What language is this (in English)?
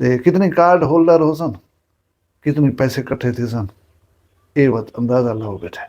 Saraiki